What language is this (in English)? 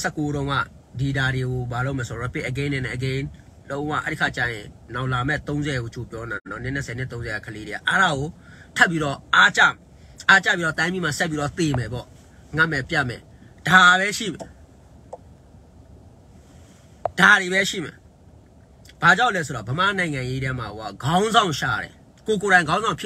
Burmese